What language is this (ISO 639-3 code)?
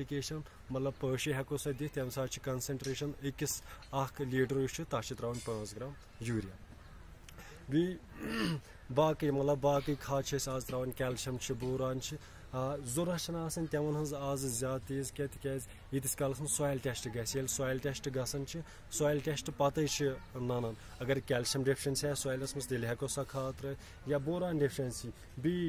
kas